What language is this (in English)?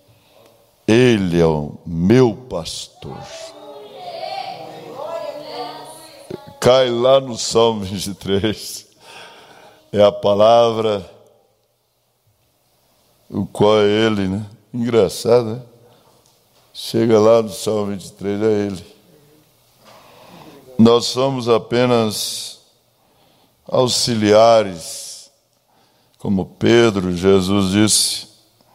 Portuguese